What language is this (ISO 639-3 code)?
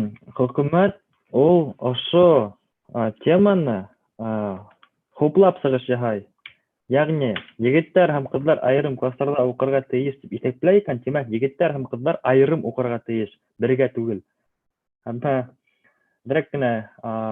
bak